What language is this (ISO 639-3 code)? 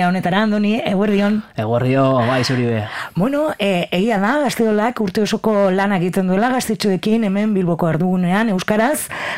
eus